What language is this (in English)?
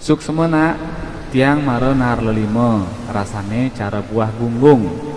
Balinese